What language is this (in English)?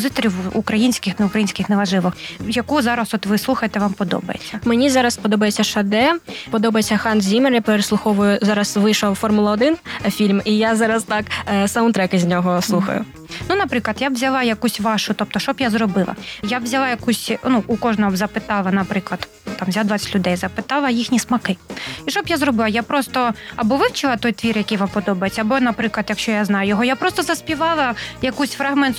Ukrainian